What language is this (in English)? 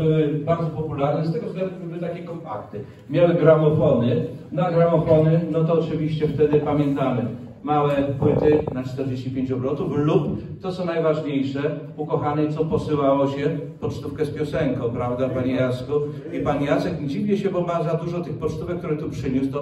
Polish